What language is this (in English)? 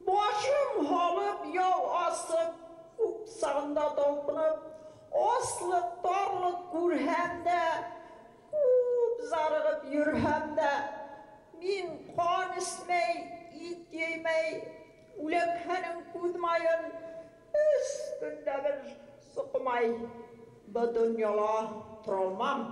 Bashkir